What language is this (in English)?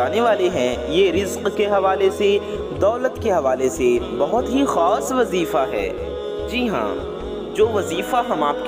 Urdu